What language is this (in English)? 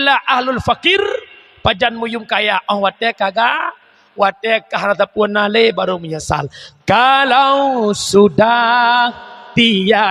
Achinese